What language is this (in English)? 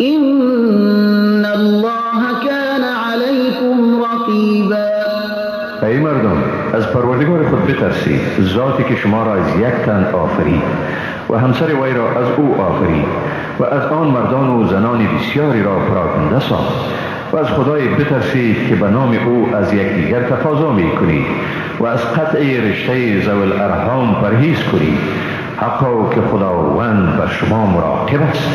Persian